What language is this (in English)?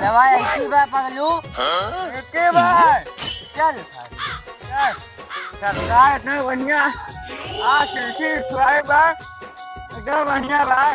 Awadhi